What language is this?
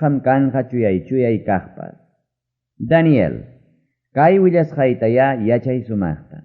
Ayacucho Quechua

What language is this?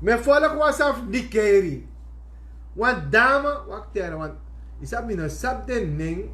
Sranan Tongo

